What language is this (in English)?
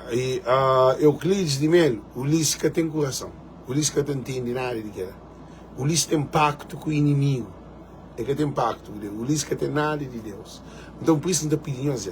Kabuverdianu